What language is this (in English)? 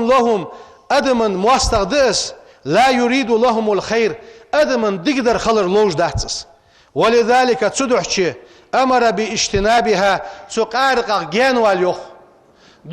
Ingush